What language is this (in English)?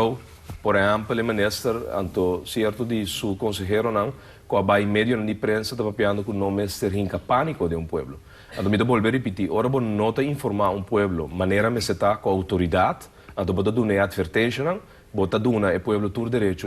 Papiamento